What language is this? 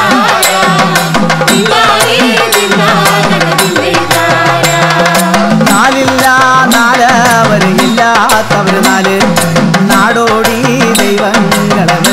Malayalam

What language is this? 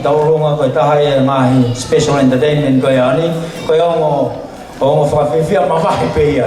Tongan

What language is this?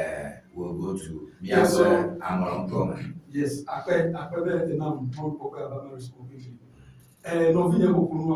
Ewe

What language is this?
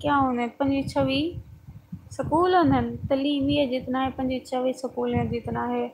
Saraiki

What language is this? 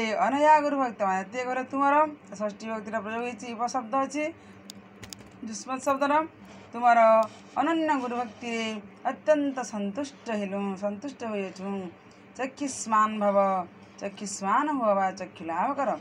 Odia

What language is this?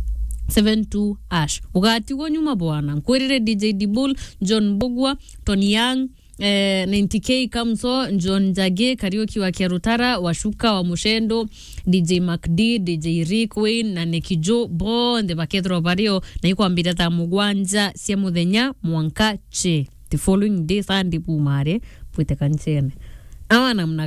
Meru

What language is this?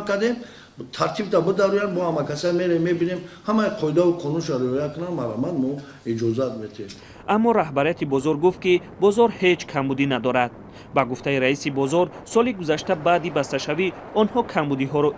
Tajik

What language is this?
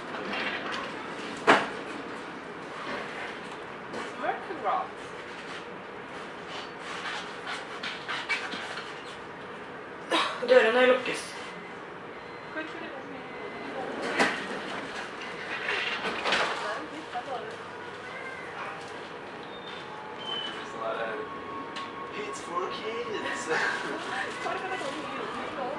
Norwegian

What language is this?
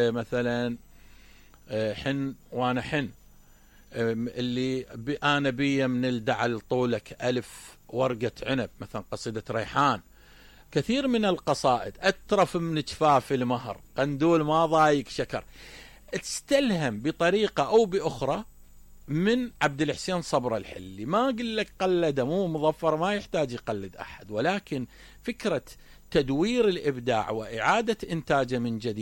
Mesopotamian Arabic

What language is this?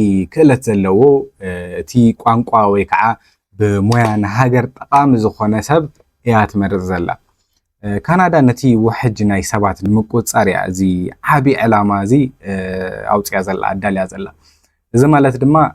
Tigrinya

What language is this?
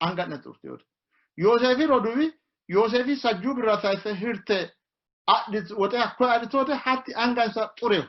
Sidamo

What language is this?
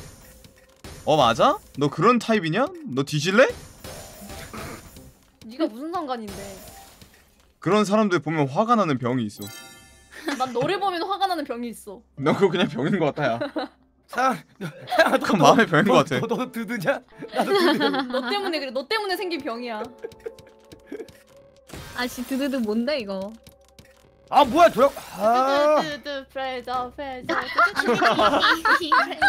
Korean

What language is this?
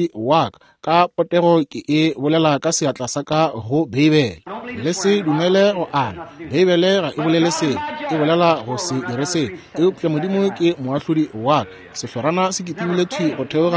Northern Sotho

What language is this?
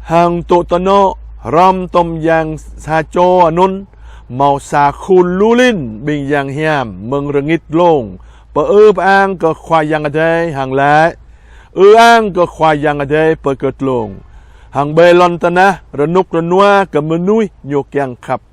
Jarai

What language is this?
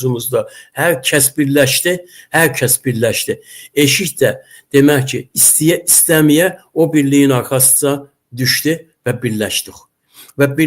Azerbaijani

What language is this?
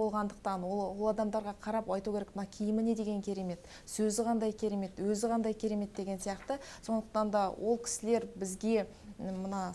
Kazakh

